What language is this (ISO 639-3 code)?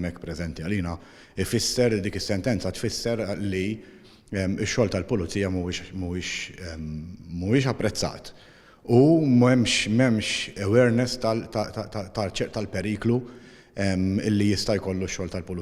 mlt